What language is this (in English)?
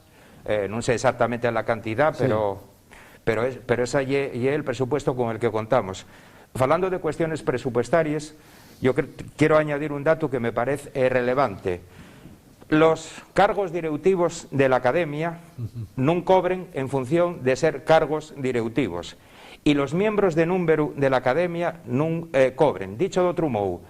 Asturian